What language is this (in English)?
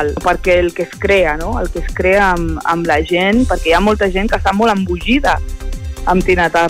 Catalan